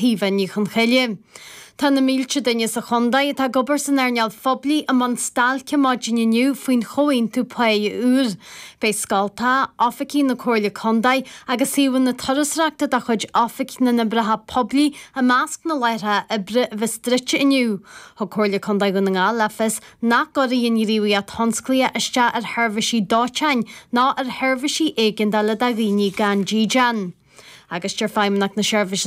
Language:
Irish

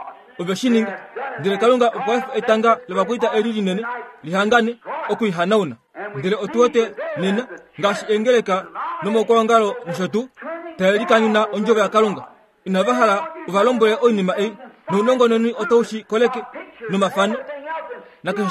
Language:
Kuanyama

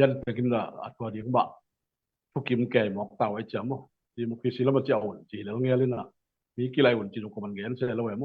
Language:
Tedim Chin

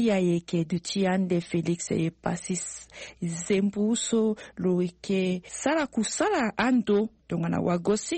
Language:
Sango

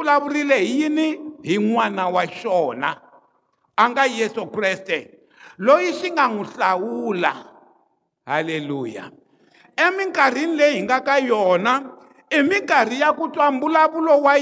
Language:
Tsonga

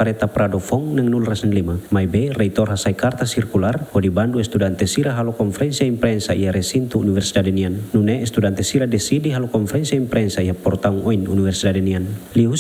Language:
Tetum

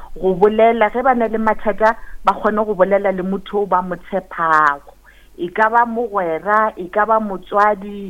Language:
Northern Sotho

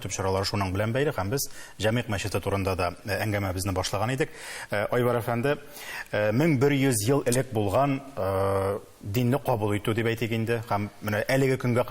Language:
Tatar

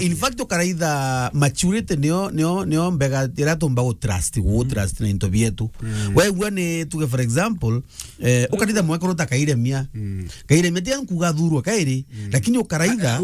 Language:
Meru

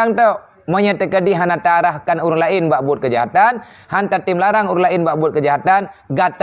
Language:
Achinese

